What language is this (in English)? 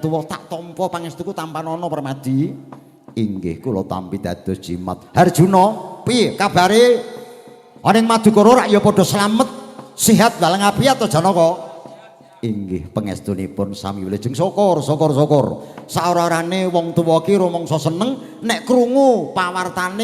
Javanese